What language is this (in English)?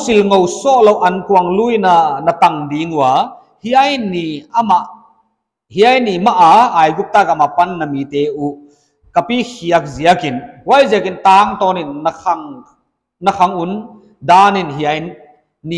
Paite Chin